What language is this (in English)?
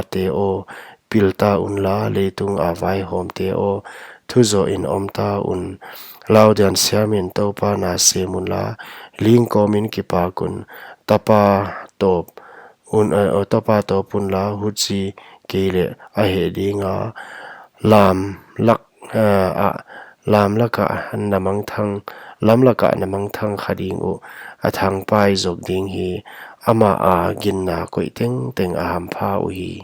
Paite Chin